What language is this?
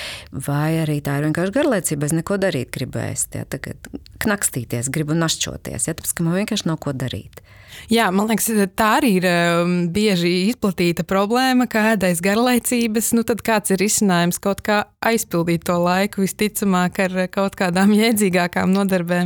Latvian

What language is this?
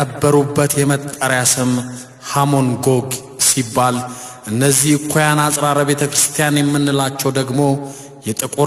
Amharic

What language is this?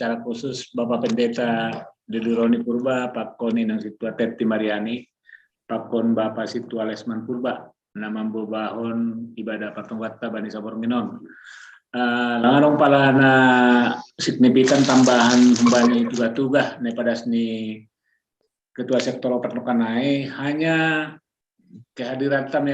Batak Simalungun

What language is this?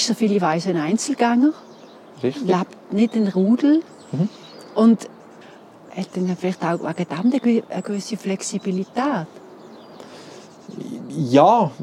German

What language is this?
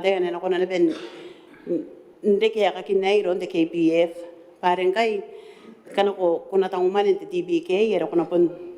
Gilbertese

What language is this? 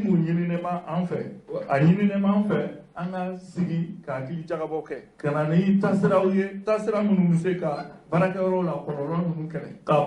Bambara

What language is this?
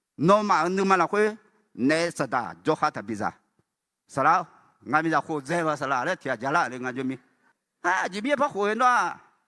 Akha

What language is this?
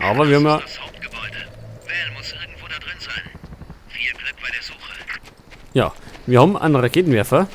Bavarian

